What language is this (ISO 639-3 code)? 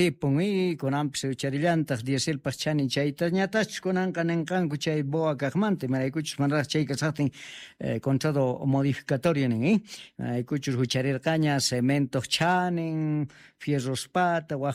que